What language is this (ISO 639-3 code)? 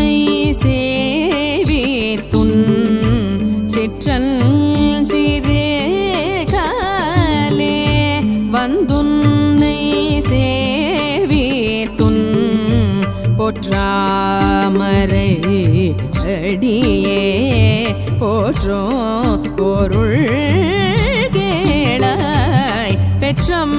tam